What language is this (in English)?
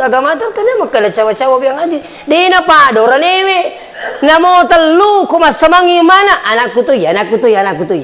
Buginese